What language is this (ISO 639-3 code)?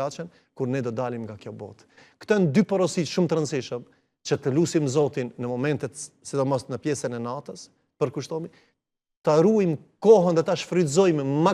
sqi